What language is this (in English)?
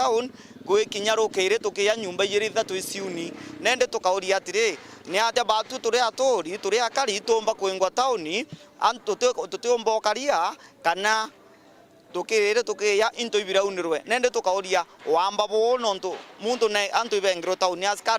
Meru